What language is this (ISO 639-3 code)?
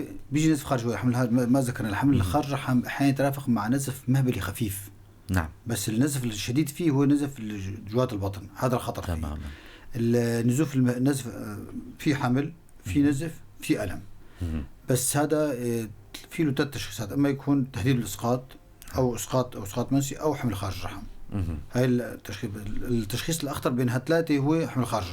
apc